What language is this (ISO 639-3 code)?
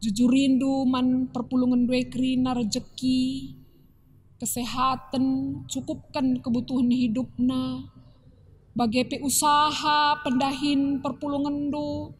btx